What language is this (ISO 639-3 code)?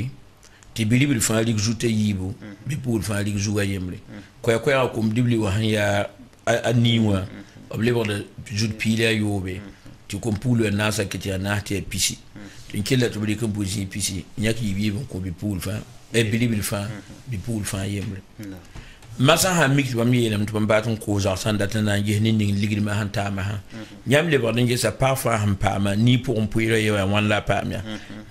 mos